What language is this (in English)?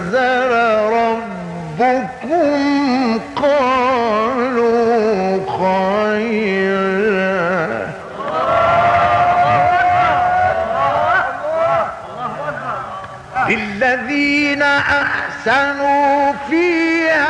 Arabic